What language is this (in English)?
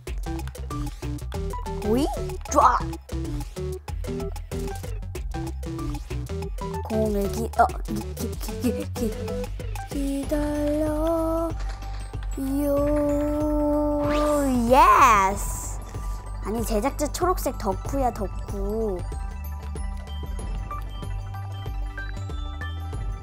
Korean